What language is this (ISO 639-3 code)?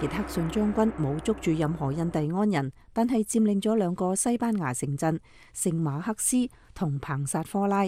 yue